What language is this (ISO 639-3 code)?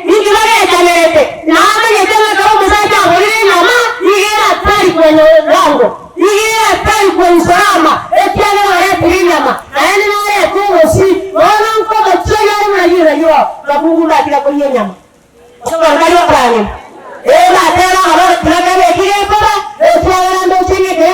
guz